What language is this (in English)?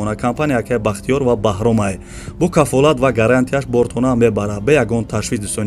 Tajik